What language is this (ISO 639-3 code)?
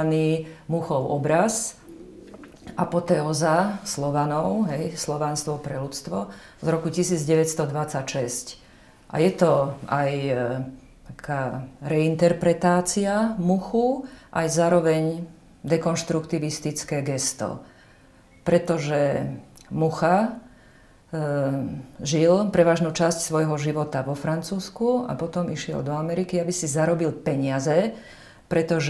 slk